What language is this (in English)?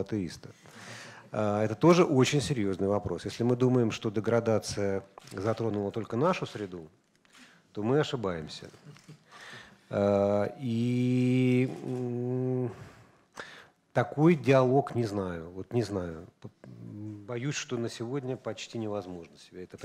Russian